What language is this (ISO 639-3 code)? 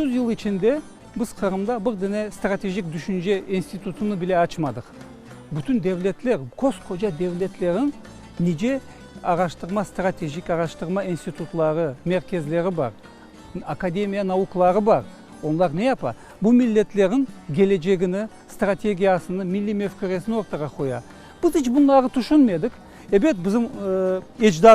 crh